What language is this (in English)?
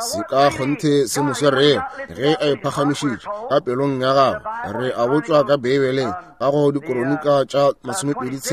Northern Sotho